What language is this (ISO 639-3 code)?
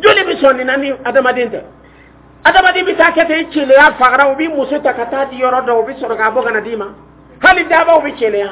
dyu